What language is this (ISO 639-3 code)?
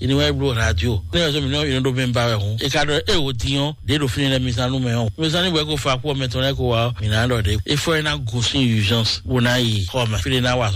fon